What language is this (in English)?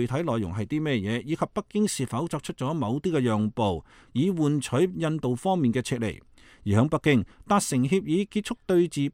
Cantonese